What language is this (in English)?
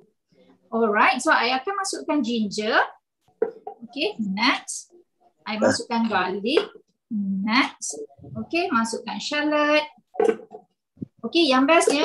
Malay